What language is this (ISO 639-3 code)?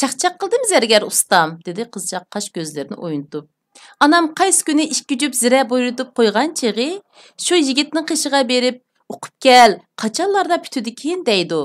uig